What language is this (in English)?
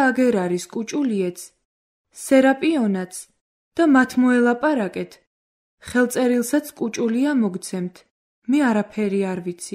Georgian